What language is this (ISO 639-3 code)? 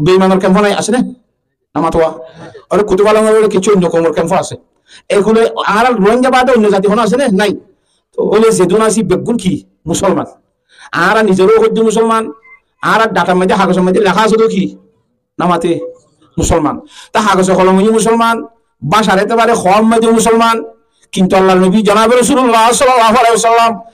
rhg